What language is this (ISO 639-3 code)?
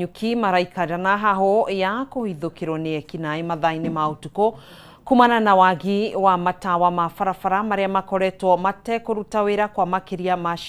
kik